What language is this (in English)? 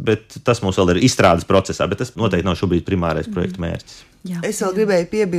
Latvian